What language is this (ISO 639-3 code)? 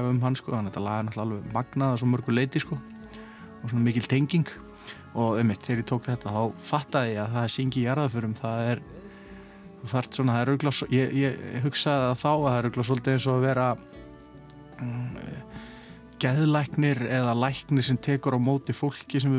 isl